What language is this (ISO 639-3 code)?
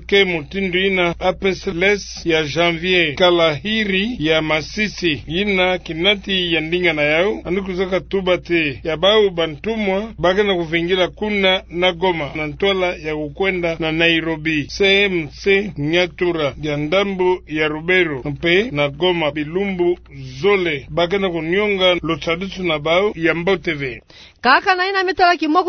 ktu